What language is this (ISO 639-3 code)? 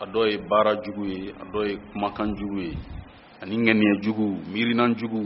bam